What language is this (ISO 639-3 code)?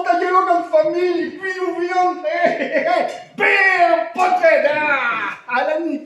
bre